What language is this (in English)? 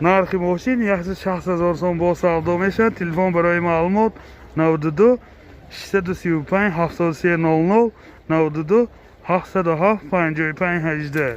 Tajik